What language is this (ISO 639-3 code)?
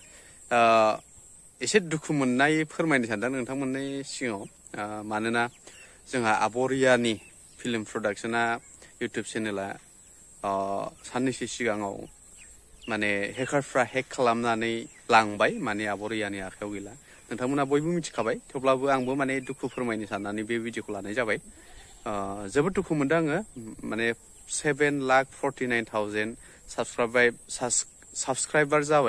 brx